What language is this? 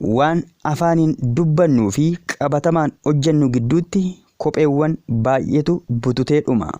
Oromo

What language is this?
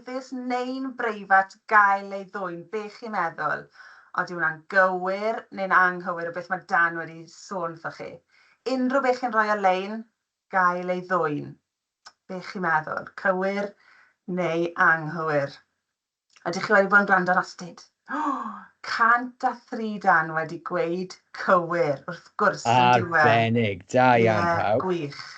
Welsh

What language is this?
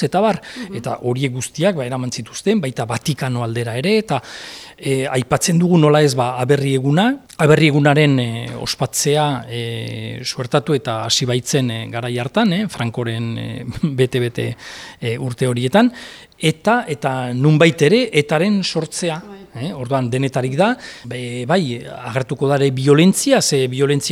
Basque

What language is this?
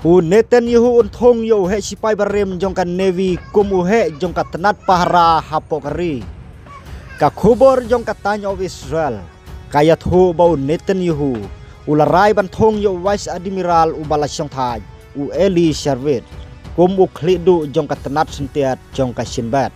Khasi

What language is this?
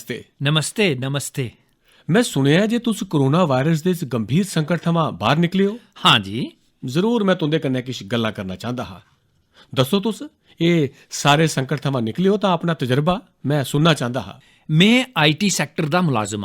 Dogri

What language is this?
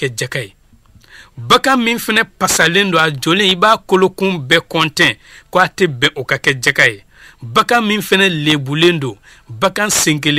Bambara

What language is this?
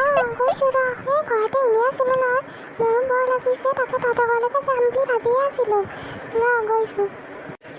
Assamese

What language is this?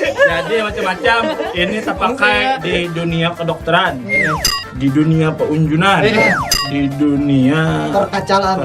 Banjar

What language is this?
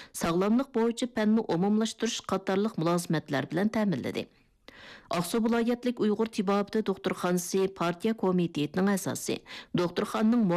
Uyghur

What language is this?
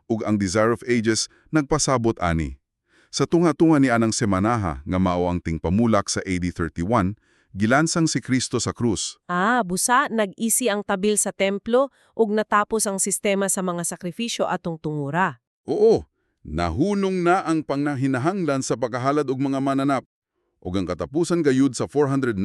Cebuano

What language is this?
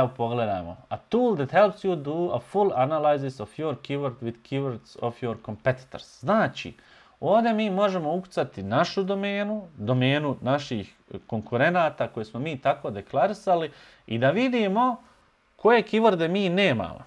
Bosnian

